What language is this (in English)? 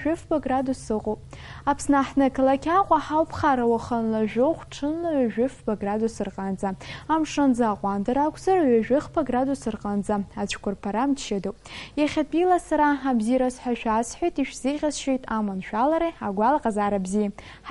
Abkhazian